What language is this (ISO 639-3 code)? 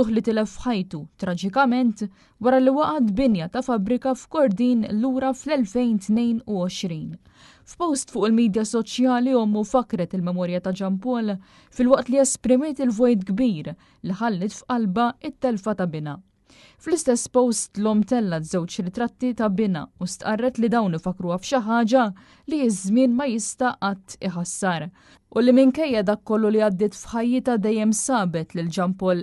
mlt